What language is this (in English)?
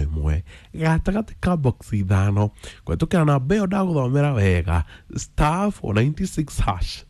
Kikuyu